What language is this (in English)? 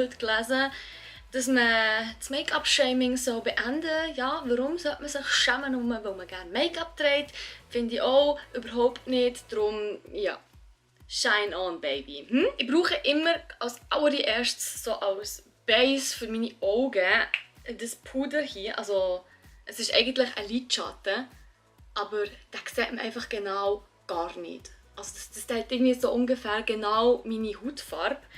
Swiss German